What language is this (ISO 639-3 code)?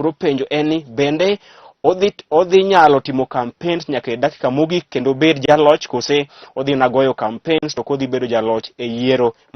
luo